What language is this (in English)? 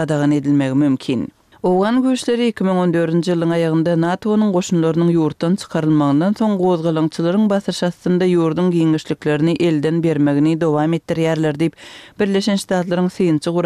Turkmen